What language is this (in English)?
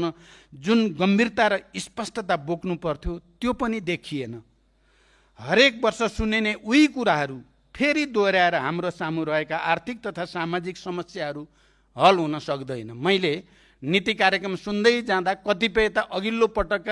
Nepali